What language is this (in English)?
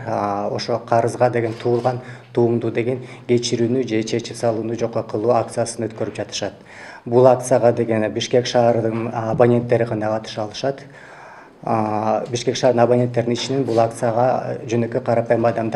Kyrgyz